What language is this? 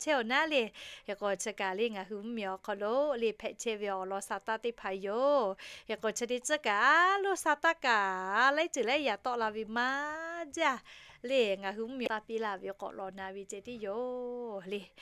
Lahu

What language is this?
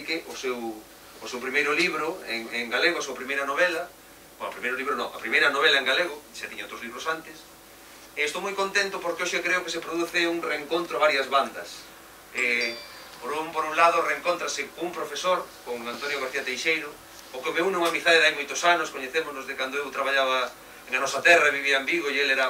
Galician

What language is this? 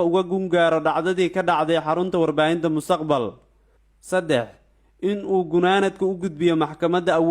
Somali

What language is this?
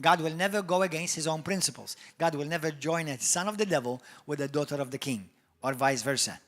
English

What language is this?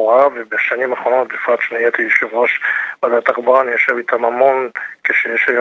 Hebrew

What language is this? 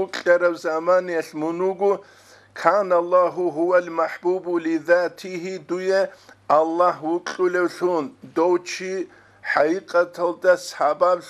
Avaric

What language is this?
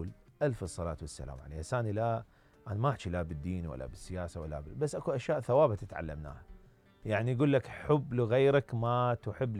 Mesopotamian Arabic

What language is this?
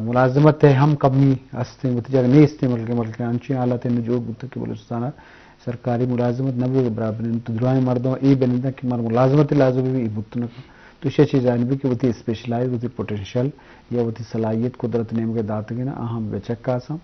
Eastern Balochi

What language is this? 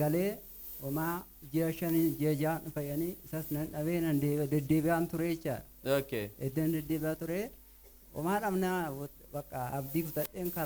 Oromo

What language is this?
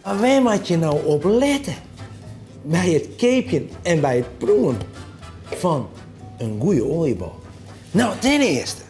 Western Frisian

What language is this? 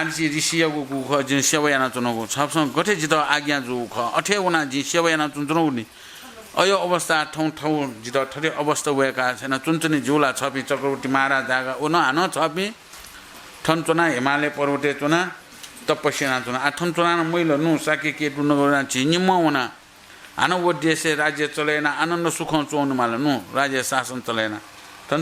Newari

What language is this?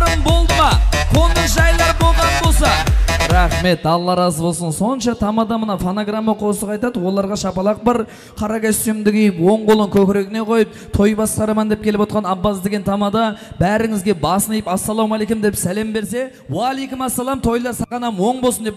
Kara-Kalpak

